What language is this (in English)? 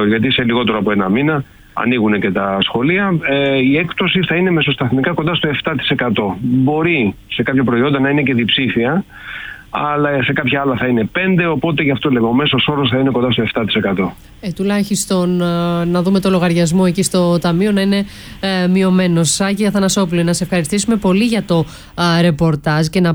Greek